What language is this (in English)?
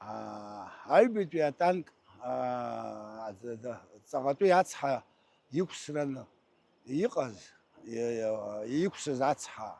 Abkhazian